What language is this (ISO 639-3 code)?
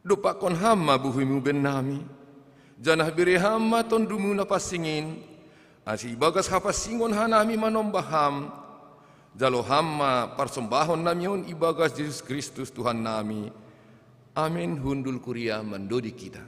bts